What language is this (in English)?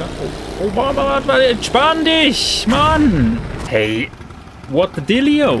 Swiss German